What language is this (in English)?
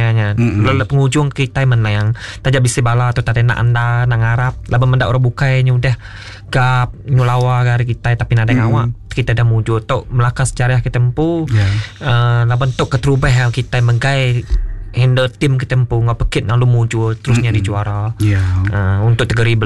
Iban